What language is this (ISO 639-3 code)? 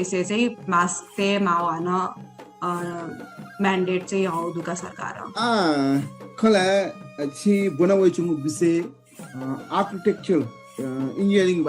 new